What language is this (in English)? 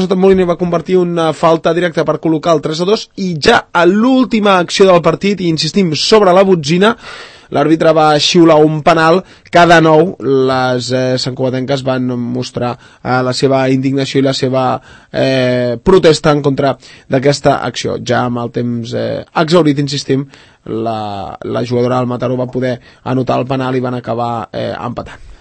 Catalan